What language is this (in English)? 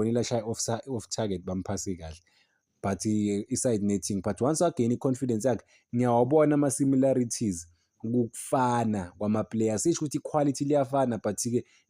Zulu